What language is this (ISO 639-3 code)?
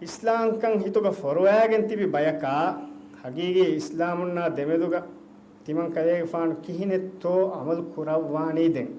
div